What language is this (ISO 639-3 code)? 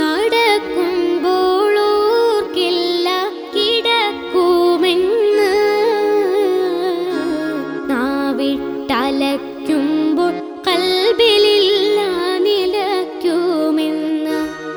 mal